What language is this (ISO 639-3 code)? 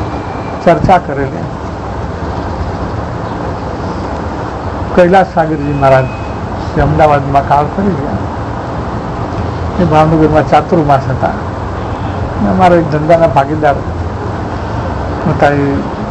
guj